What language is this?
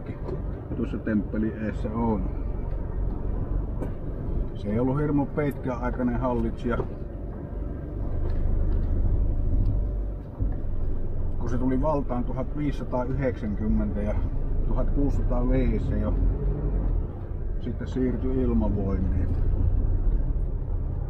Finnish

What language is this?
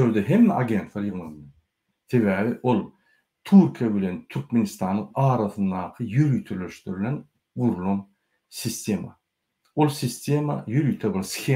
Turkmen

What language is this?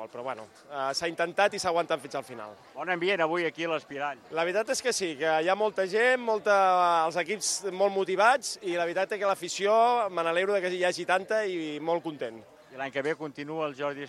Catalan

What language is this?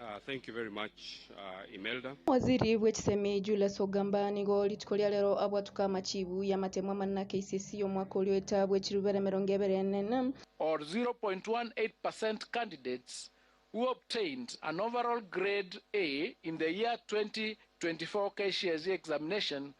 Gusii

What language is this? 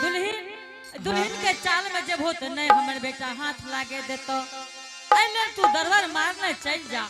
Angika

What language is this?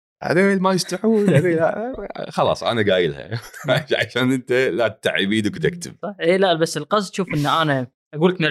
Gulf Arabic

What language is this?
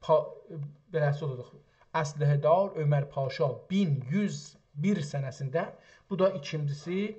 South Azerbaijani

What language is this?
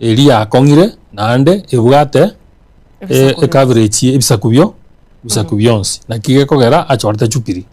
Gusii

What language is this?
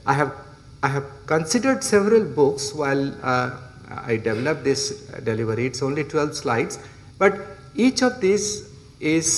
English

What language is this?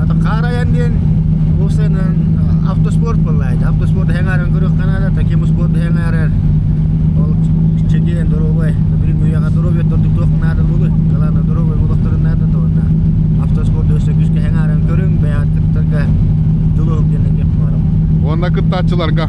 Yakut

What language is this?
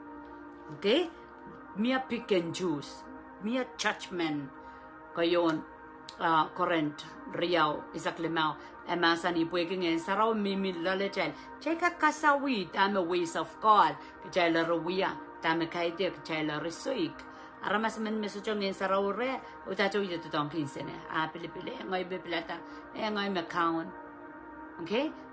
Pohnpeian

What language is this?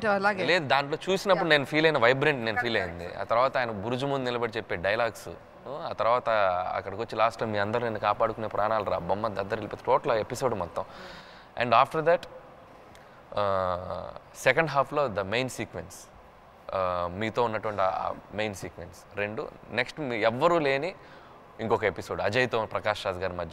Telugu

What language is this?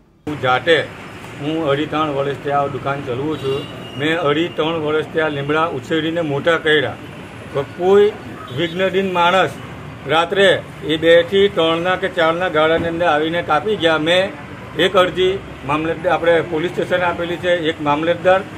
Gujarati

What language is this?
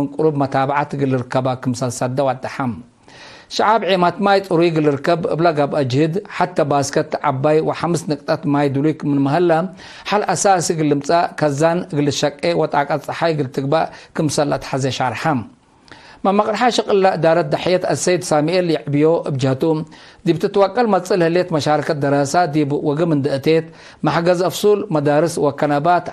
Tigre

